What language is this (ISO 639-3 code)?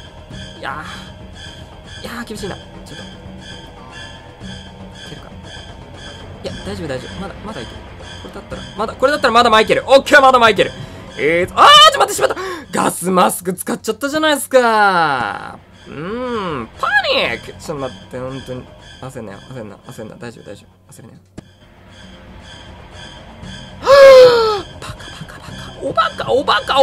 jpn